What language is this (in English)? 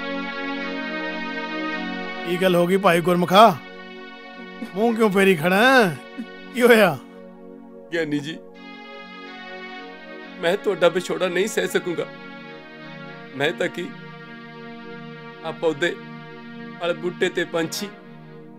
Punjabi